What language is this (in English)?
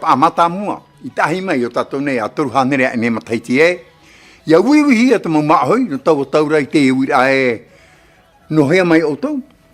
Tahitian